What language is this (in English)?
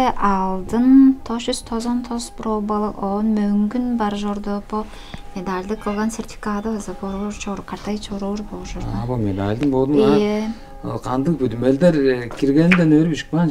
Tuvinian